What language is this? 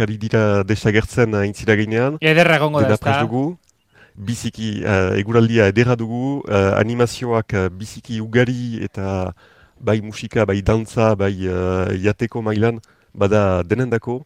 Basque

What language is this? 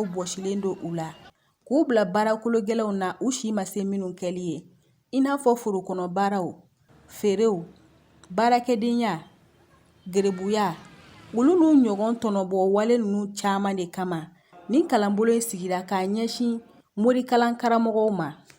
Bambara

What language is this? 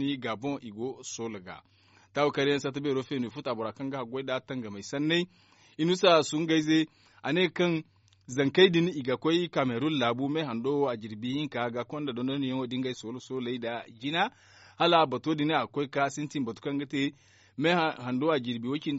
Zarma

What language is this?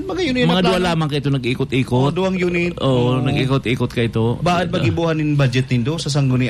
Bikol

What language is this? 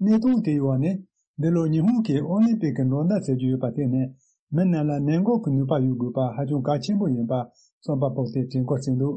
Tibetan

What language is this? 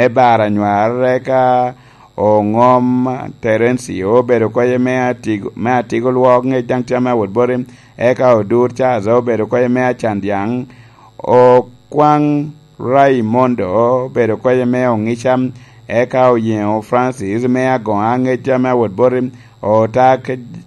Lango (Uganda)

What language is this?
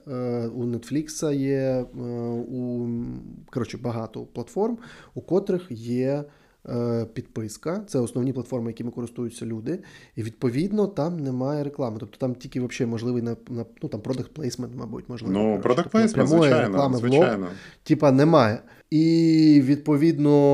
Ukrainian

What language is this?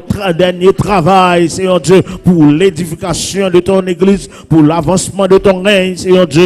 Haitian Creole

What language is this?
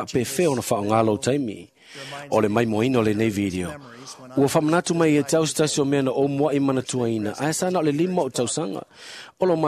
Samoan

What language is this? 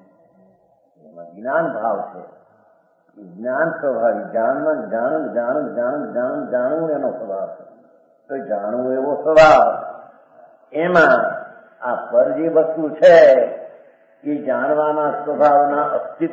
Gujarati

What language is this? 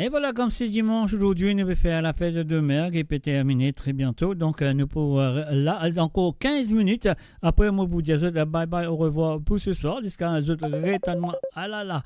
Morisyen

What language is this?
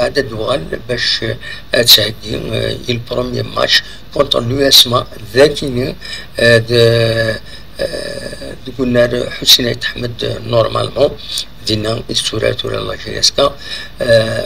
Kabyle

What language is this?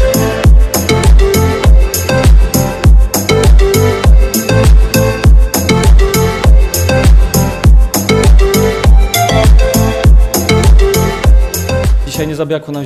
Polish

